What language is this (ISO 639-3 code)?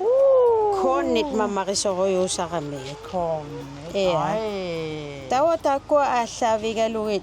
kal